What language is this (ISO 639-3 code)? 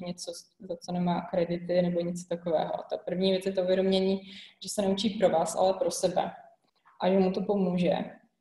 ces